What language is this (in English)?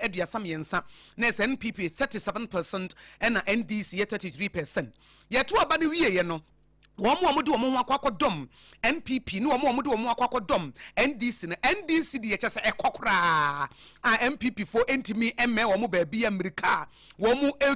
Akan